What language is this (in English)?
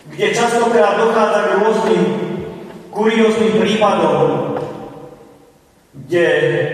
Slovak